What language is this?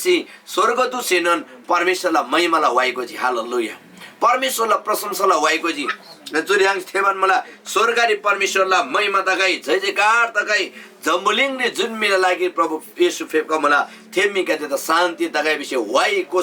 Eastern Tamang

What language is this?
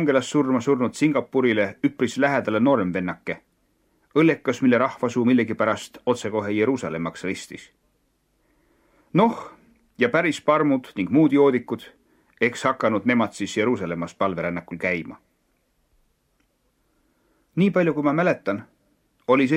Estonian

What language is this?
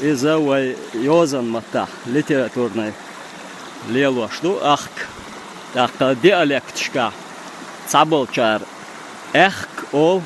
Chechen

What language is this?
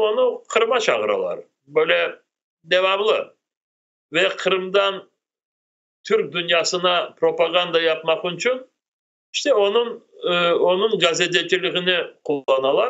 Crimean Tatar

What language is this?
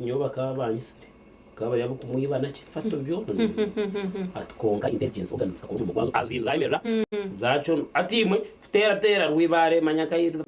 Nyankole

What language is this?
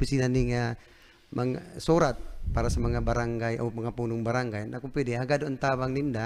Bikol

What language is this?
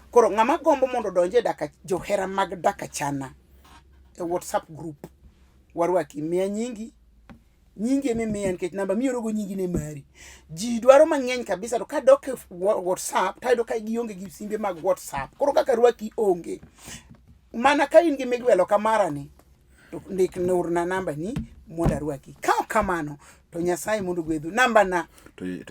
Luo (Kenya and Tanzania)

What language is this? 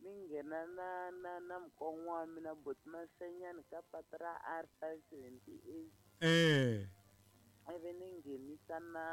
Tsonga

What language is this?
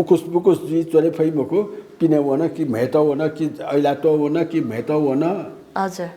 Newari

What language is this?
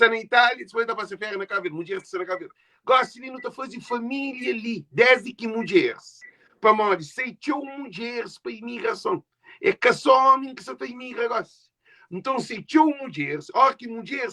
Kabuverdianu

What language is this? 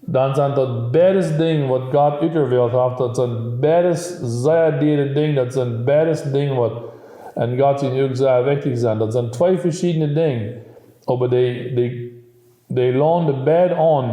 Plautdietsch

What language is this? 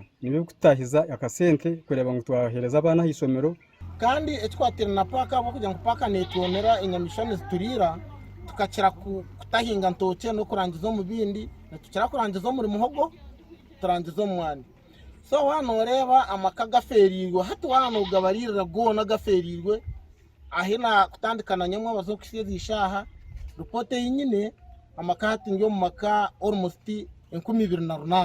Nyankole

